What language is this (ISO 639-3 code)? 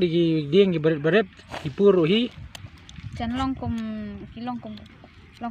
kha